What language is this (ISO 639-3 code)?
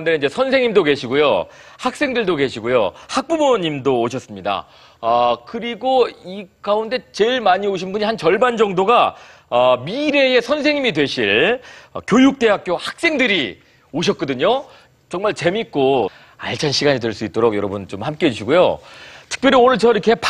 kor